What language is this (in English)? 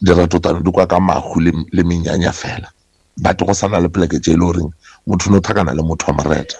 Northern Sotho